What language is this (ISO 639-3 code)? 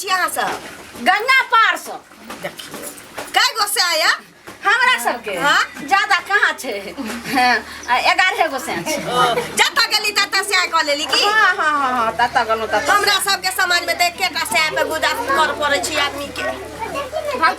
mai